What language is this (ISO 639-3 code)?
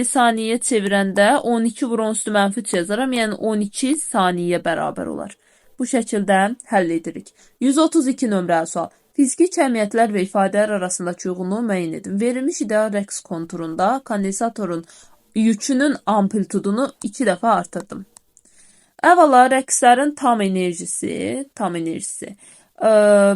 aze